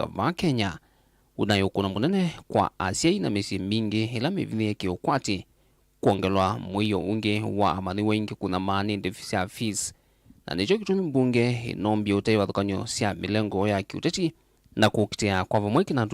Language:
Kamba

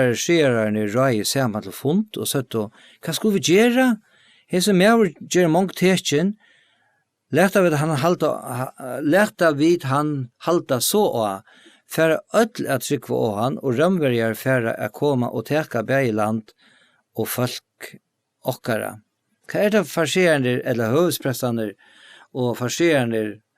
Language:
Faroese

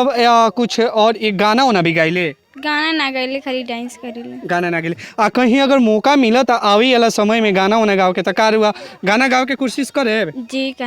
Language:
Bhojpuri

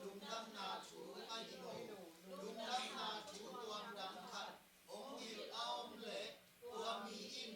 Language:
Tedim Chin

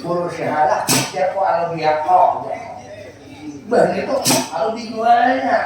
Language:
Banjar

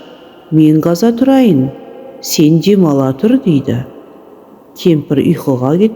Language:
Kazakh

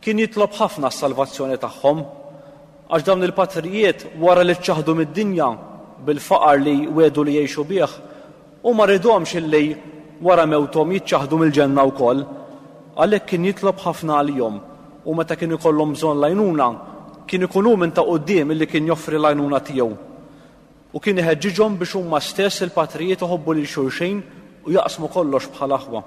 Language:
Maltese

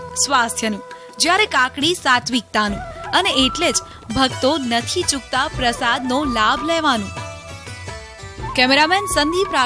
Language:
Gujarati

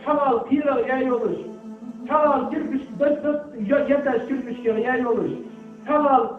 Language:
Ingush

